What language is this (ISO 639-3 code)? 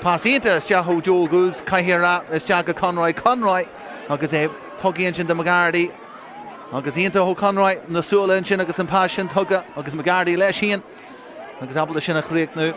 gle